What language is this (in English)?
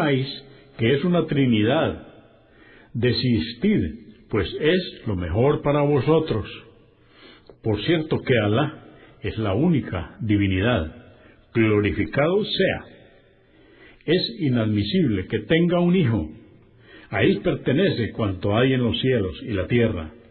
Spanish